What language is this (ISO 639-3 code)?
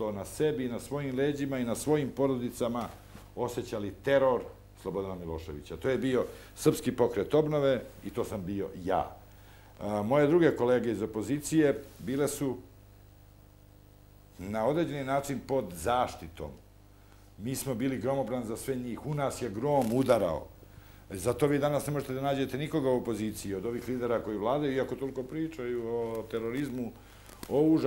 srp